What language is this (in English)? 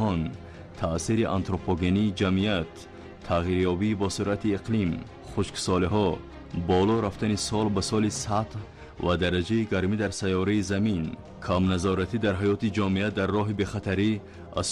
Tajik